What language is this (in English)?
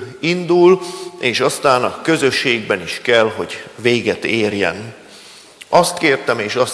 Hungarian